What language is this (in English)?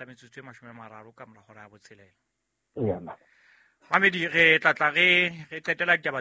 Southern Sotho